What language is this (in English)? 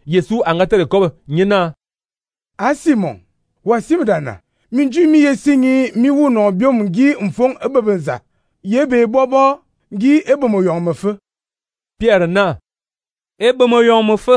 Fang